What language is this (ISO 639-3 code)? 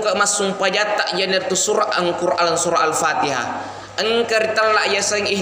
bug